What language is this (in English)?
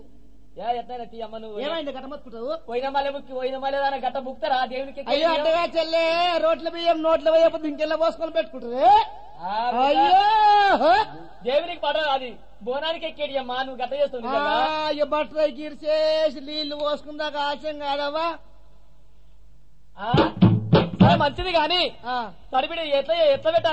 Telugu